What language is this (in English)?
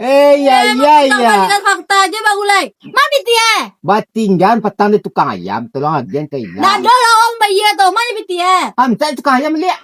Minangkabau